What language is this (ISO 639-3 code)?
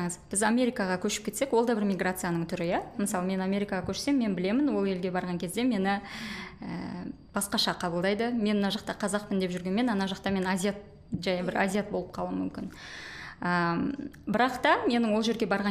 kaz